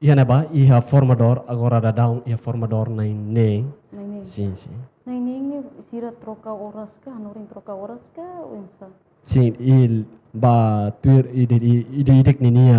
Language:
Tetum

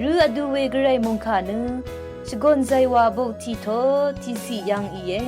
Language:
Rawang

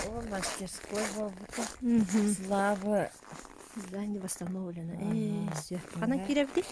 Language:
Yakut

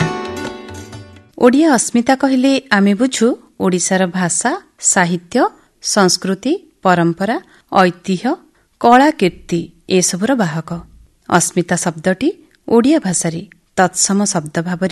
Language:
Odia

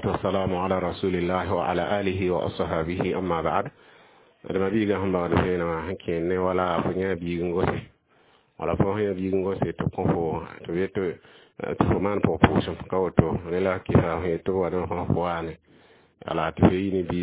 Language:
Mossi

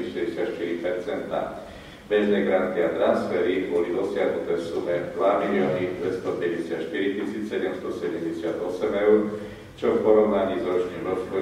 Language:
Slovak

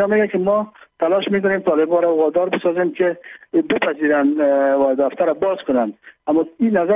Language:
Persian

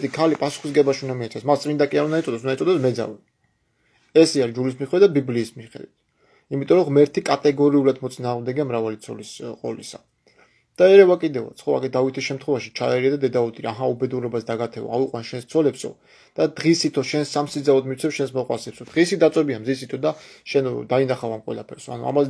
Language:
Georgian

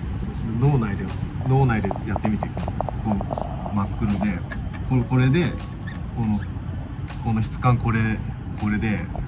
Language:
Japanese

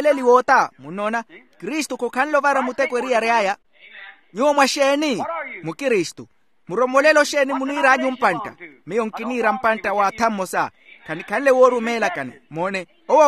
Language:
Makhuwa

